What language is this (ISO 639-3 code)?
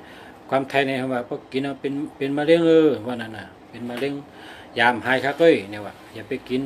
shn